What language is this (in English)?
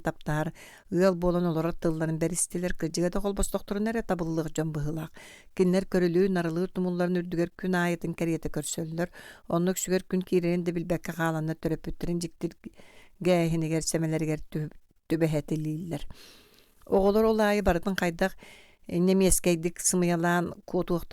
Yakut